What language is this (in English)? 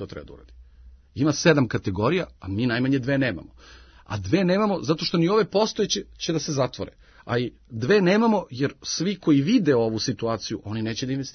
Serbian